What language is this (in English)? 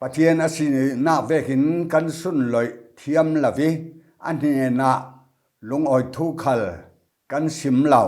Falam Chin